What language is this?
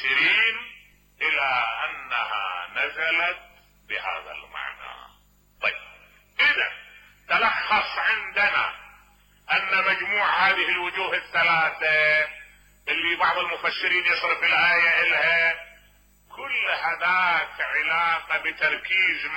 Mesopotamian Arabic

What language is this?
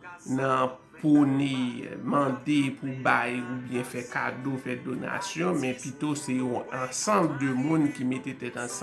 Haitian Creole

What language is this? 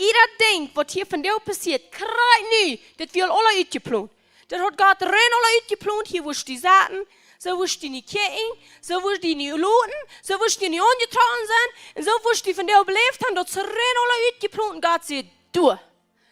Plautdietsch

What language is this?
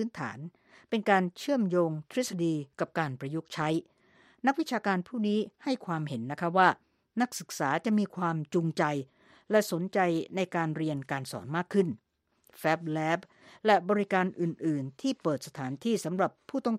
Thai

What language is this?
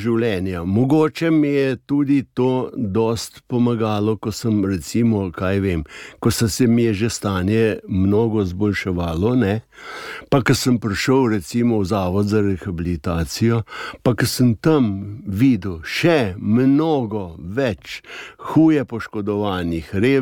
Slovenian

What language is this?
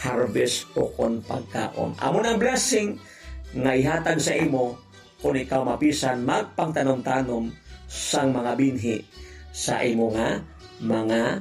Hiligaynon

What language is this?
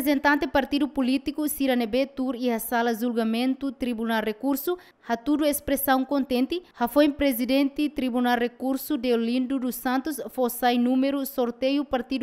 Tetum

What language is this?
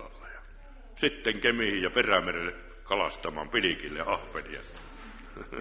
Finnish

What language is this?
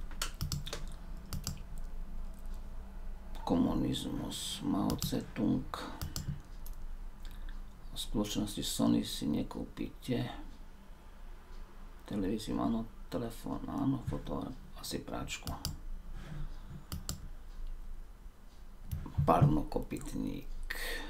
Slovak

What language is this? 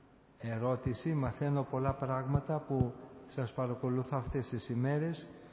Greek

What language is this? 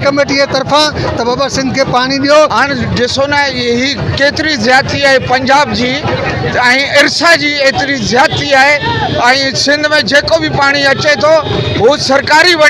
Sindhi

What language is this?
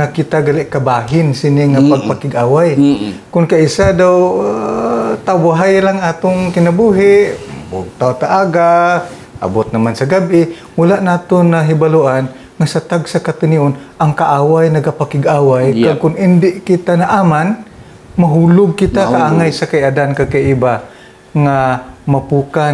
Hiligaynon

